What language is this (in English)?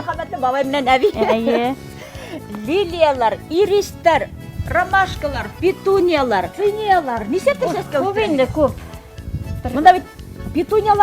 Bashkir